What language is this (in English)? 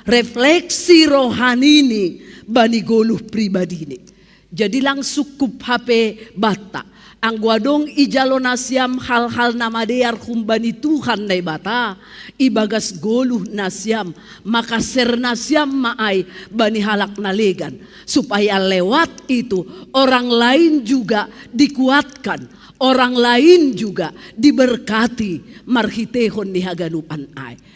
Batak Simalungun